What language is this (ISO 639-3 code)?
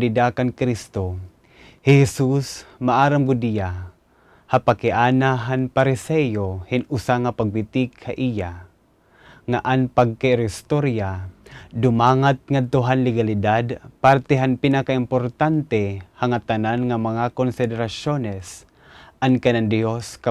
war